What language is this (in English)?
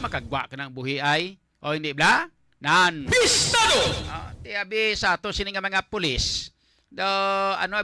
Hiligaynon